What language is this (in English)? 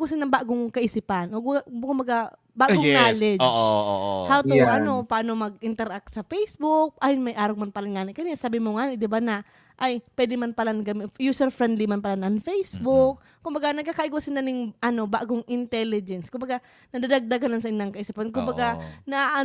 Bikol